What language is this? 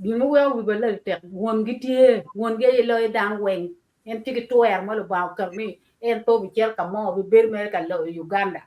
Acoli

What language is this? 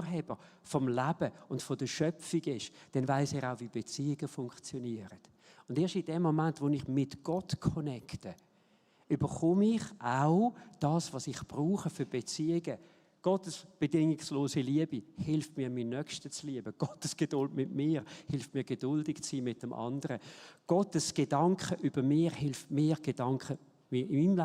Swiss German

